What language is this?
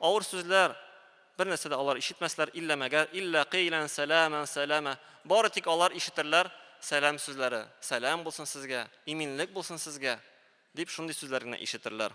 Tatar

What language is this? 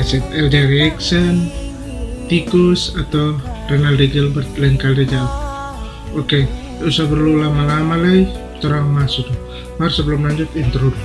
Manado Malay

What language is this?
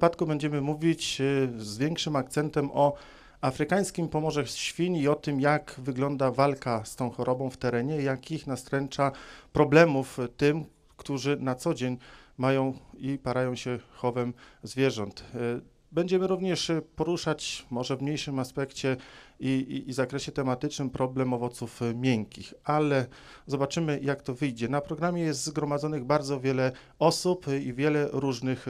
Polish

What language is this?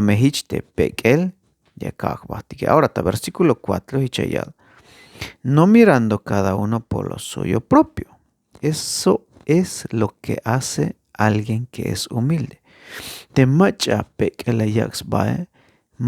Tzeltal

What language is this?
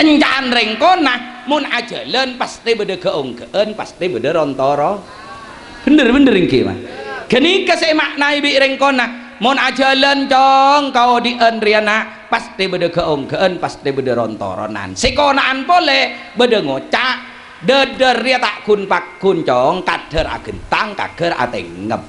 Madurese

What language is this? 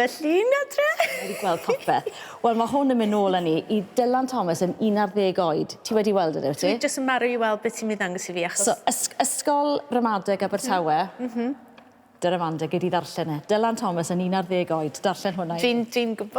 Welsh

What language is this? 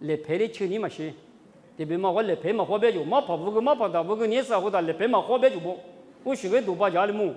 Lisu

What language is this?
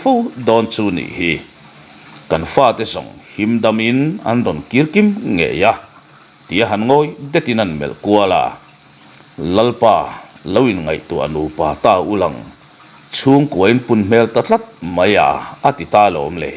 Mizo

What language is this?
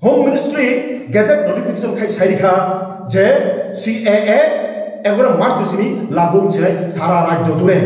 Kok Borok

